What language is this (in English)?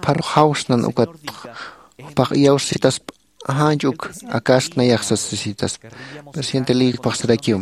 Aymara